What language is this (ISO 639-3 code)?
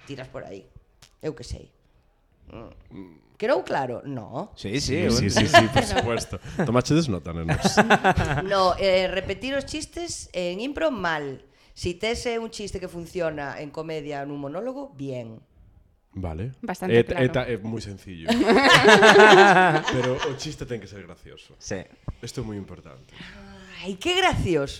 glg